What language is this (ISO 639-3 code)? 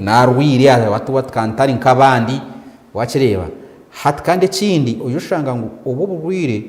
nyn